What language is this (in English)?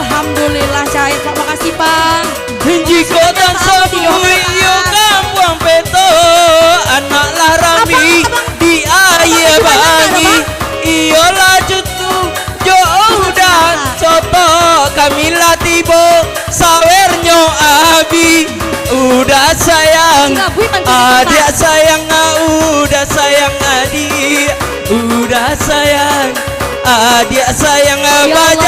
Minangkabau